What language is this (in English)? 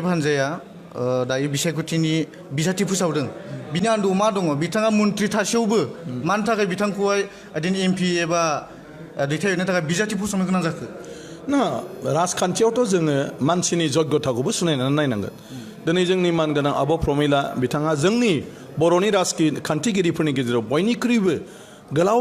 Bodo